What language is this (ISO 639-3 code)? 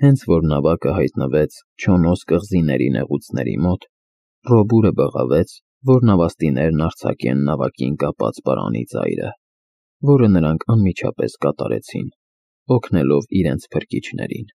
hye